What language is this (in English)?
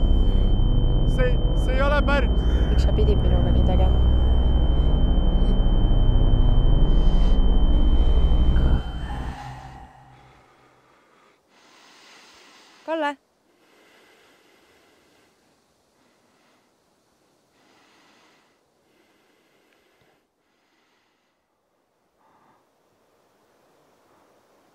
Estonian